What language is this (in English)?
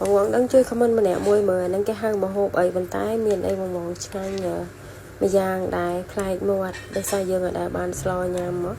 Khmer